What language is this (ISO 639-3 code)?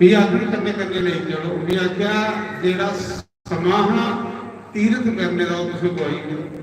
doi